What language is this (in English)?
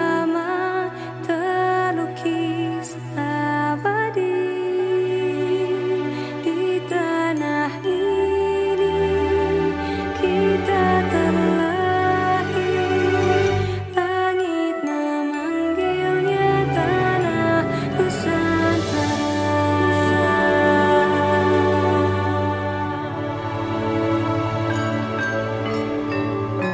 Indonesian